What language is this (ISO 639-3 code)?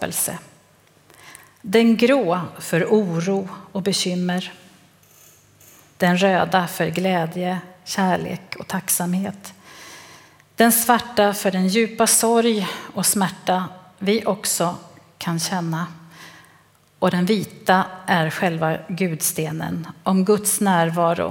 swe